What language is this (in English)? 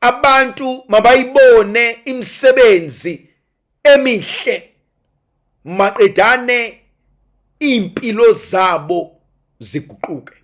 Zulu